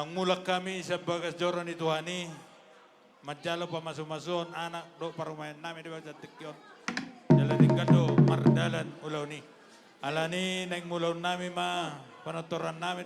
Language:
Batak Toba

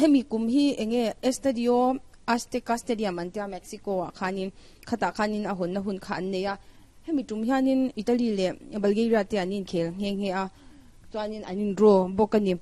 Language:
Mizo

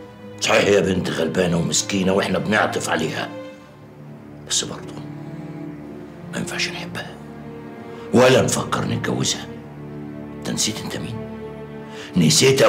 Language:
Egyptian Arabic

